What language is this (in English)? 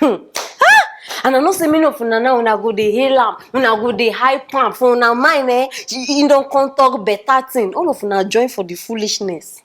Nigerian Pidgin